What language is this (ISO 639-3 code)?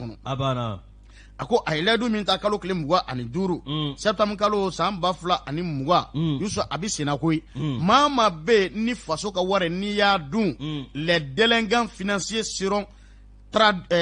bam